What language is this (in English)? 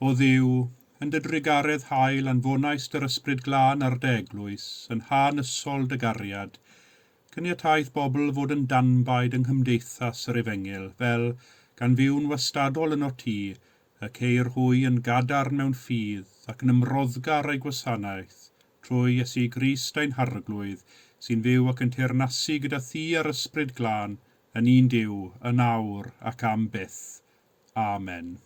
Welsh